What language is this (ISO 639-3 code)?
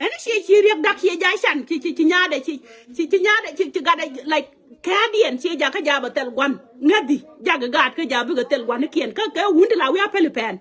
nus